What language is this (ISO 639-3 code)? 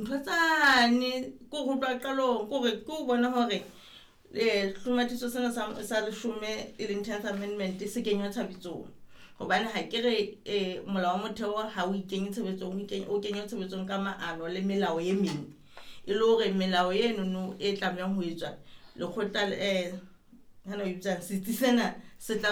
sot